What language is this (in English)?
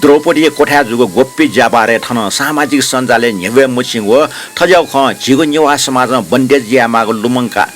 Newari